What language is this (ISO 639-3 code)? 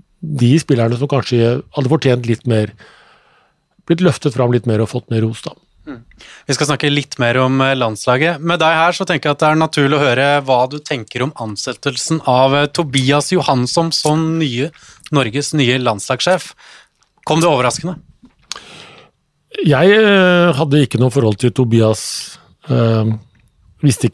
nor